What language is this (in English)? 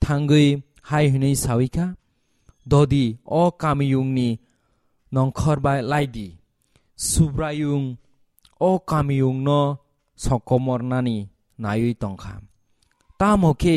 Kok Borok